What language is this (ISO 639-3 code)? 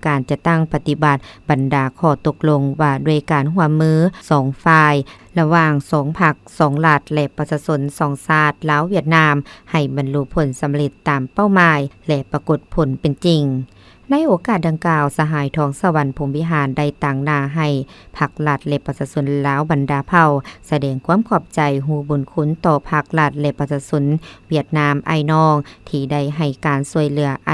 lao